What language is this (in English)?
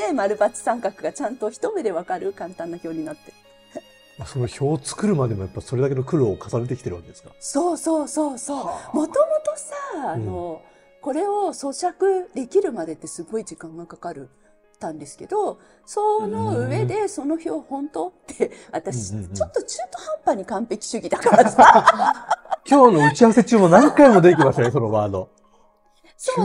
Japanese